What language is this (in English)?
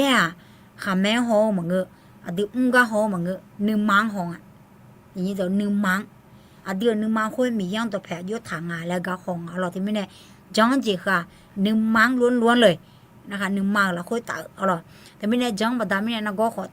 Akha